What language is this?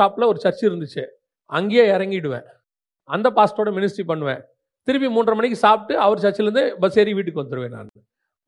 Tamil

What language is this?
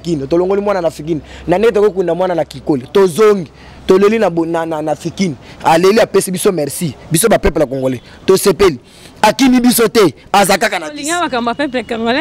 Lingala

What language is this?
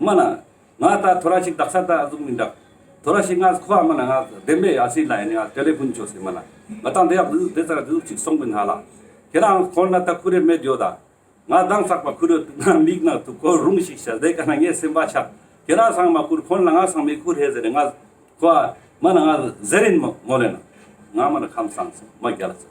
Ladakhi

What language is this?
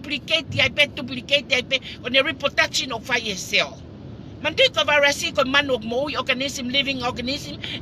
Tongan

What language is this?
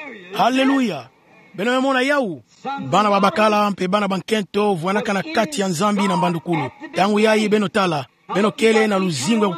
Kituba (Democratic Republic of Congo)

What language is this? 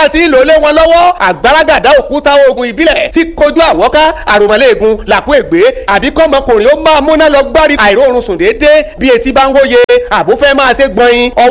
Yoruba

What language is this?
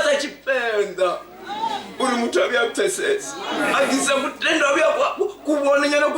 Venda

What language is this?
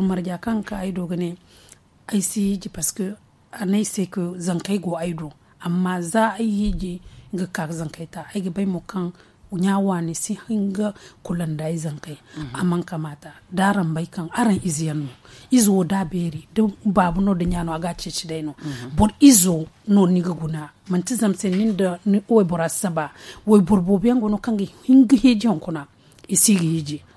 Zarma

